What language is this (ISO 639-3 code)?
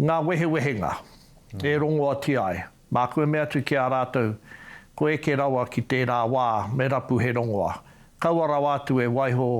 mri